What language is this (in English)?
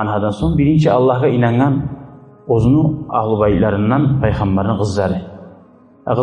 Kumyk